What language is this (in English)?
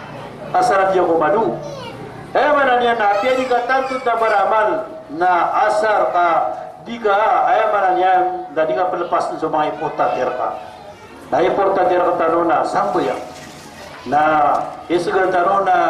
Maranao